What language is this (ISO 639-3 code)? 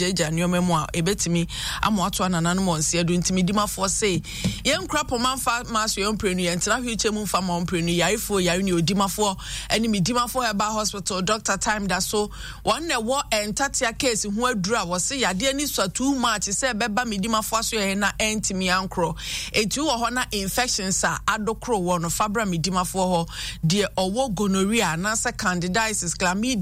aka